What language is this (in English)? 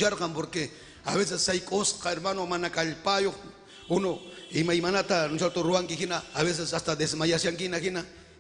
Ayacucho Quechua